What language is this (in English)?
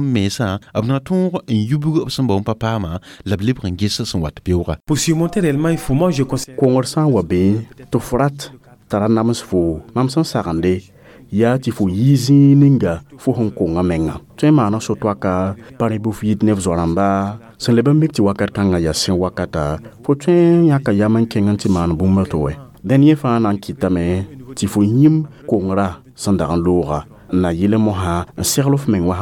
Mossi